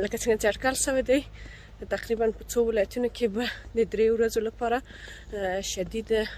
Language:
Pashto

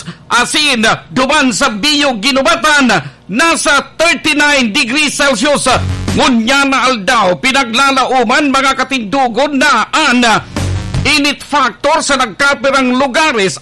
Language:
Bikol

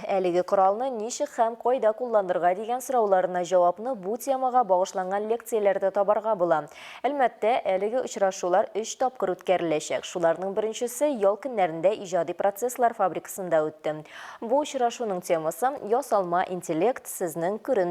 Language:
Tatar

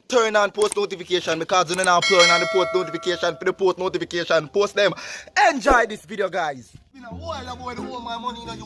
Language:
Jamaican Creole English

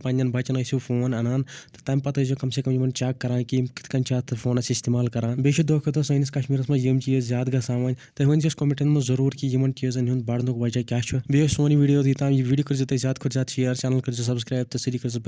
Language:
Kashmiri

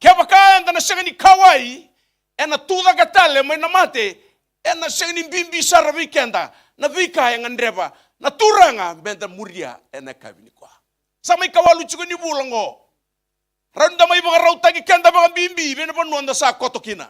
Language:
Fijian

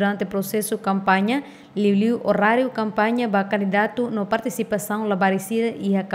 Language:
Tetum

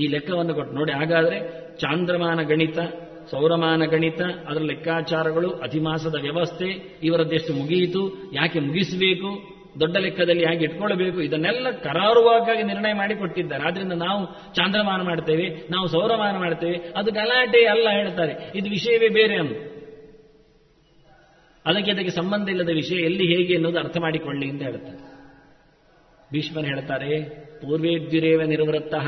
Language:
Kannada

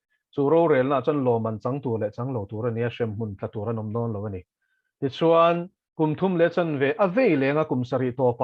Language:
Mizo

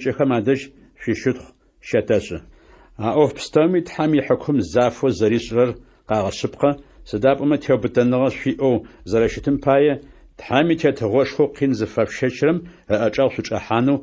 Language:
Adyghe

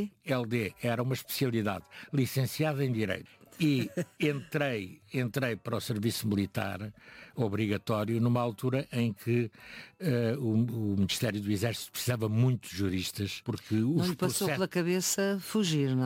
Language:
Portuguese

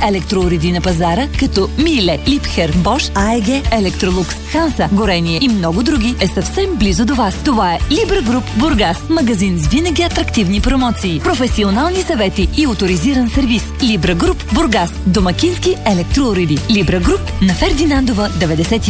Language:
Bulgarian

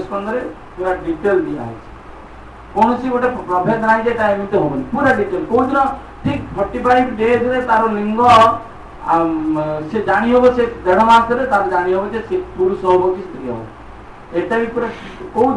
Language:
Odia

